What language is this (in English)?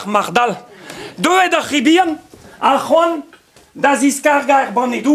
Breton